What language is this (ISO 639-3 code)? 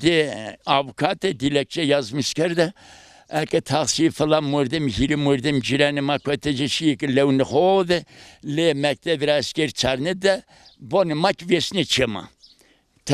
zza